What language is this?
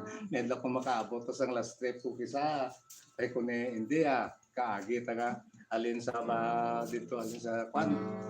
Hiligaynon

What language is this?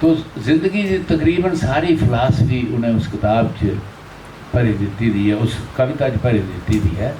Dogri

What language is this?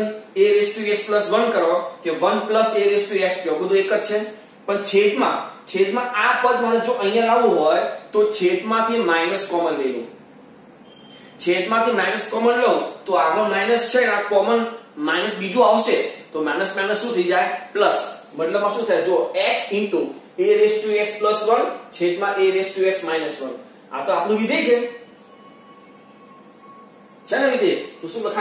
Gujarati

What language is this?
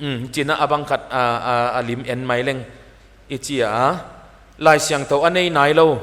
Paite Chin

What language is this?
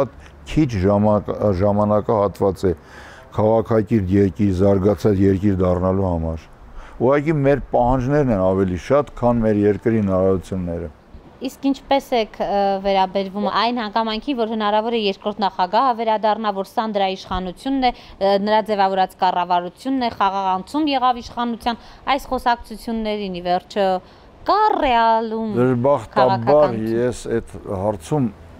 Armenian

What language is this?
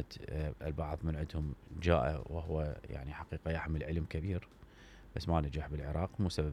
Mesopotamian Arabic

